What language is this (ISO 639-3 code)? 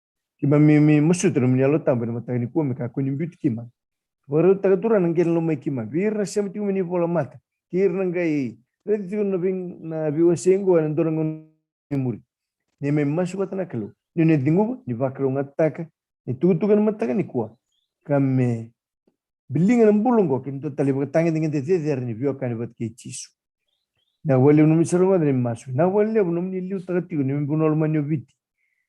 fij